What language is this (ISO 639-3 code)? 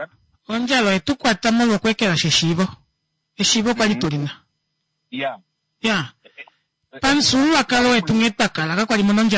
kua